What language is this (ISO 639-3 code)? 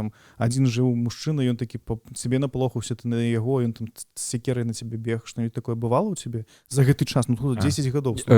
bel